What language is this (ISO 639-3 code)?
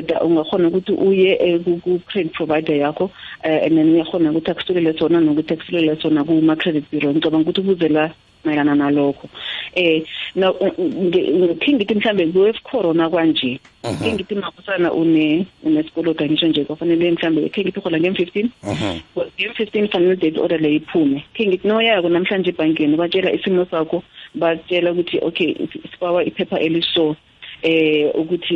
nbl